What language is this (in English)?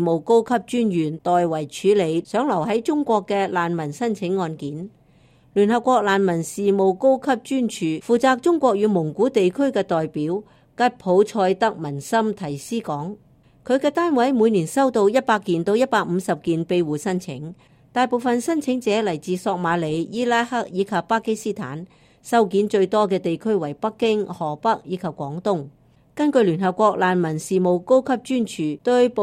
Cantonese